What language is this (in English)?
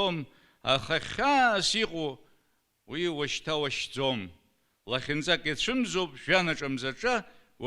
Abkhazian